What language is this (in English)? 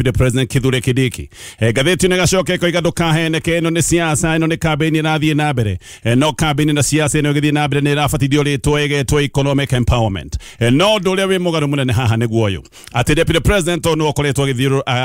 Kikuyu